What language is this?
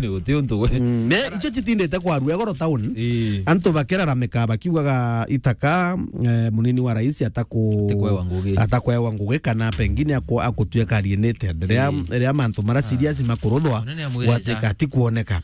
Meru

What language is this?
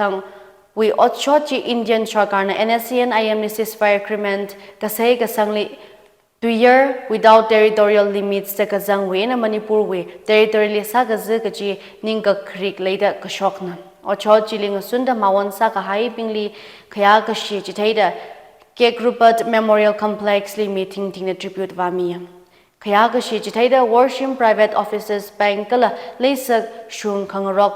Tangkhul Naga (India)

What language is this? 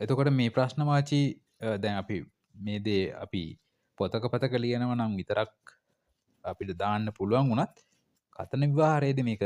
Sinhala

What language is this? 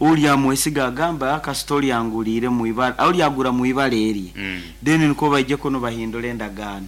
Nyankole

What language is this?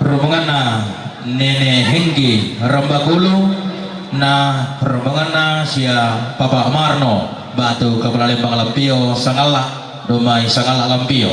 Toraja-Sa'dan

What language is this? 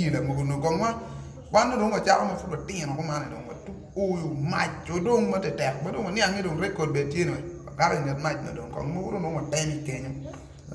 Acoli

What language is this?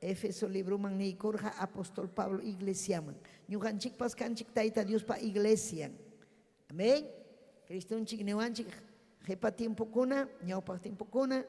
Ayacucho Quechua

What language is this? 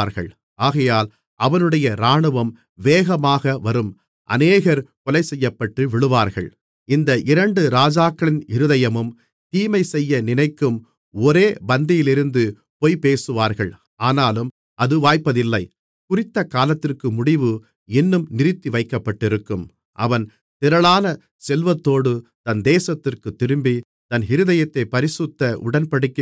Tamil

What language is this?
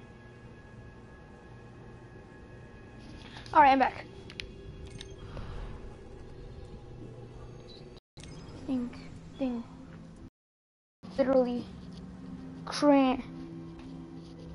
English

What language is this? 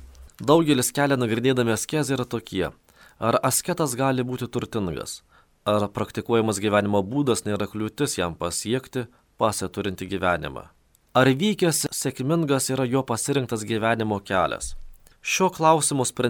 Lithuanian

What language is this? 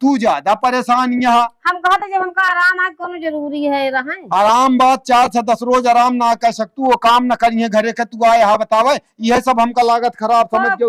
Awadhi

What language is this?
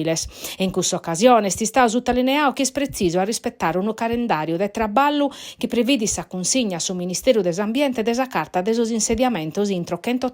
Sardinian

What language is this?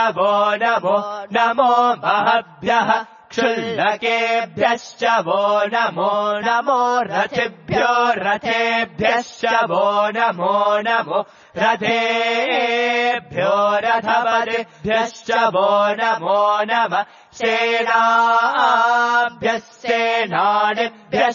Sanskrit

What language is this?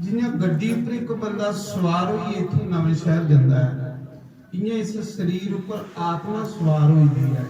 Dogri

